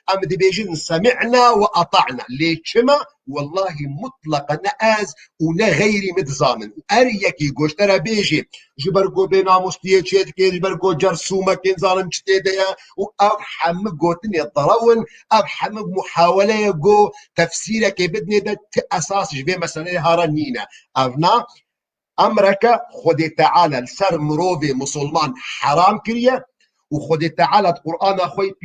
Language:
Kurdish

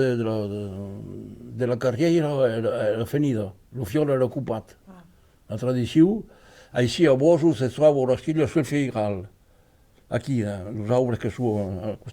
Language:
Occitan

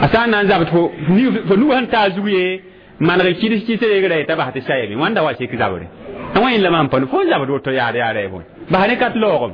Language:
Mossi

